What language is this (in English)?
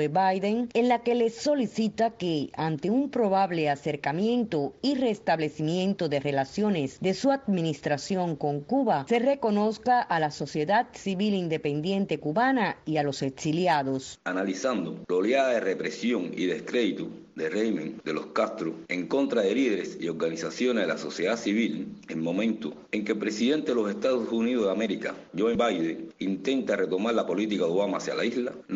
Spanish